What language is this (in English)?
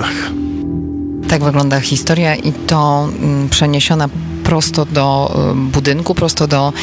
Polish